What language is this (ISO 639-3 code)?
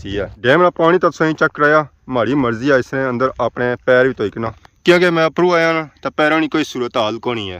phr